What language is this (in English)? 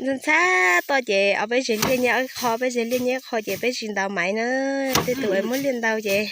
Hmong